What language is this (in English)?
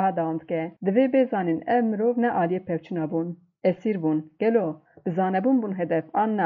Kurdish